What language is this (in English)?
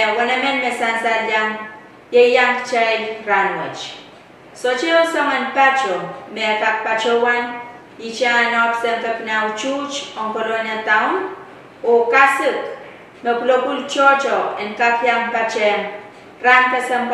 Pohnpeian